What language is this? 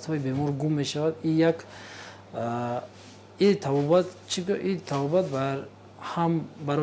Tajik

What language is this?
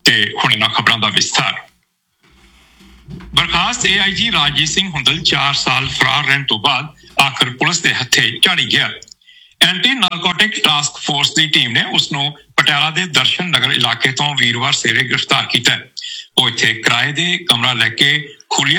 Punjabi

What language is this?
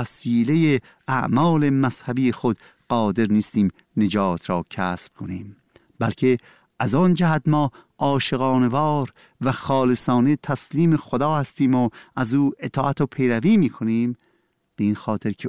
Persian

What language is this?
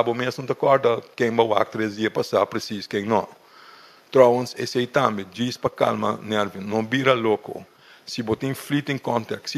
Papiamento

